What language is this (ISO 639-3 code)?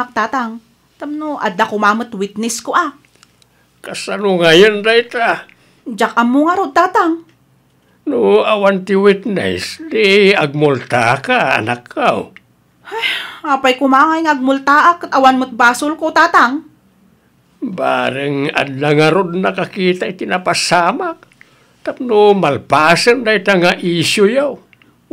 ilo